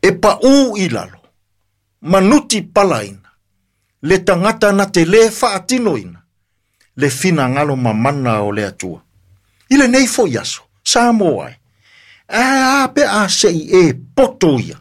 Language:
Samoan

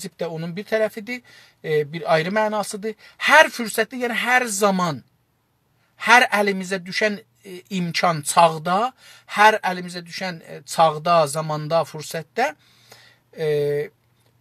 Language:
South Azerbaijani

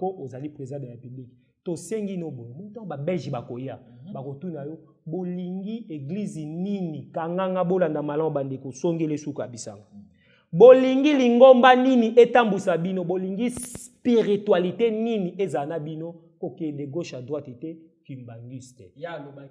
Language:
Lingala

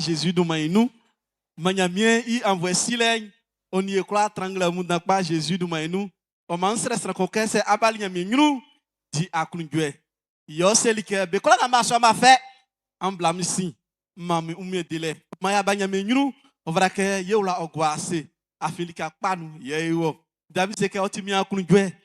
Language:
Baoulé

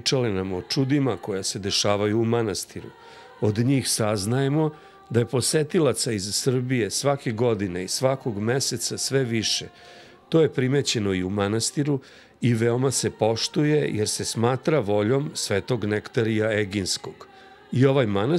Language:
Serbian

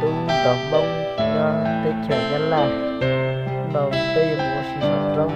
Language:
Hmong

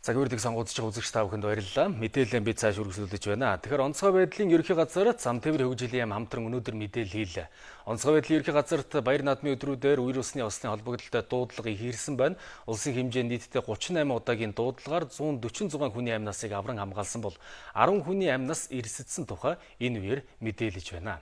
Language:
Mongolian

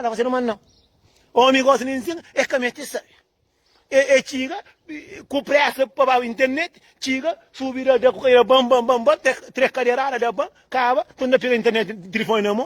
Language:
Kabuverdianu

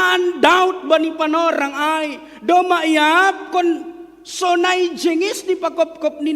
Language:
Batak Simalungun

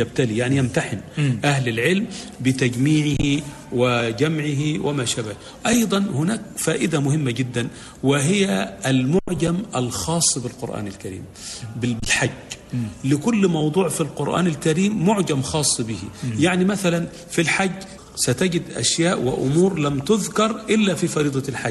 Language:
Arabic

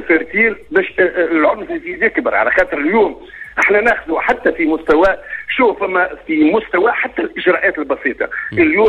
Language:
Tunisian Arabic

